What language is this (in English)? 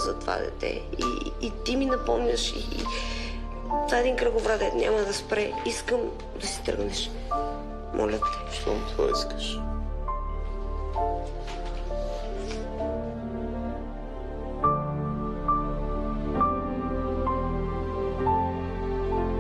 Bulgarian